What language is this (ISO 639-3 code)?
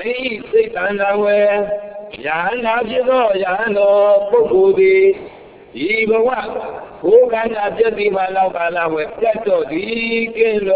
mya